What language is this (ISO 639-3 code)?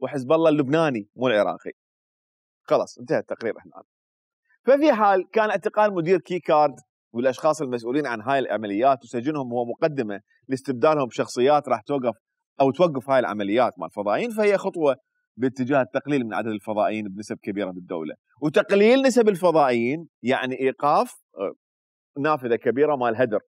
acm